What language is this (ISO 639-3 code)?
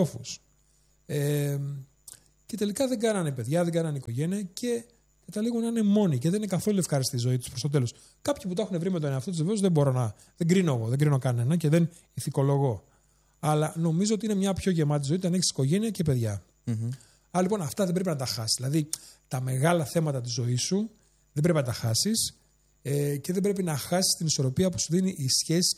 ell